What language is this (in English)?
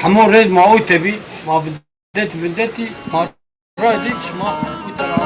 Zaza